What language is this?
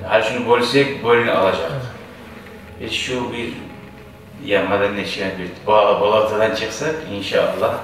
Kumyk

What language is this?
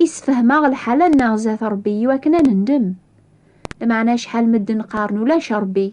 Kabyle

